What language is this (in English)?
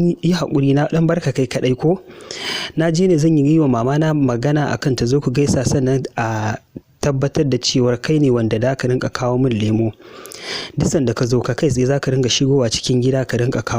Hausa